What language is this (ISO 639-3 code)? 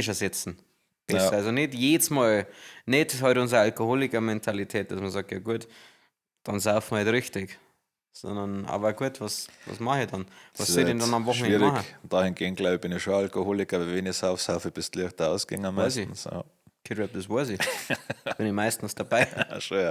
bar